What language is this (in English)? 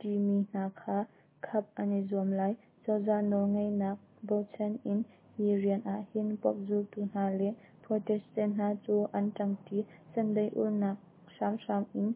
Hakha Chin